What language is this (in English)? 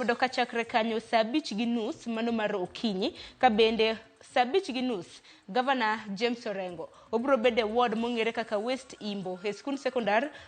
Luo (Kenya and Tanzania)